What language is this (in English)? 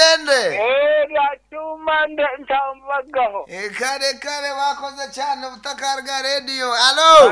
Nyankole